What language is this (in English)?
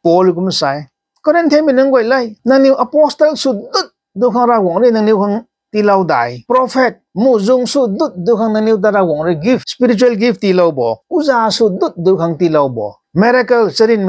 Rongmei Naga